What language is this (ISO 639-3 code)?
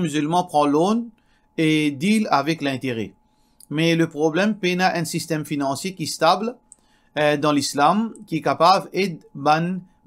mfe